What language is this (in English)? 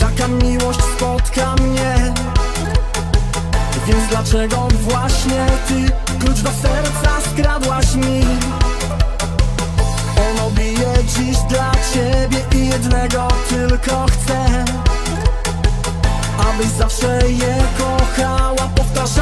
Polish